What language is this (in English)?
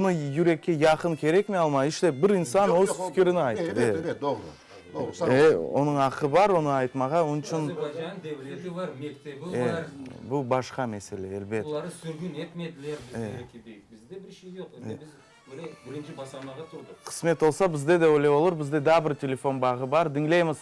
Crimean Tatar